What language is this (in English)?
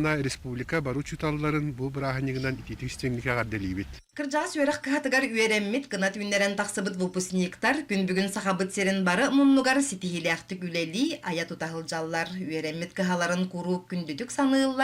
Yakut